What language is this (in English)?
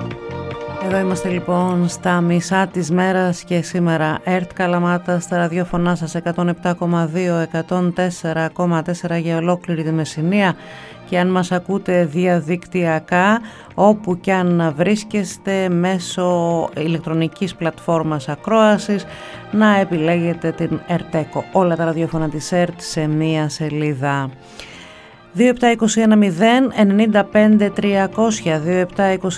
Greek